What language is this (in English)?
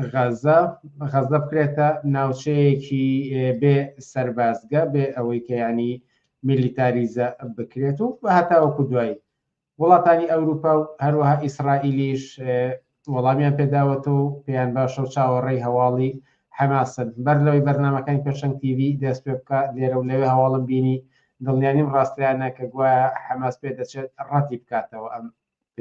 Central Kurdish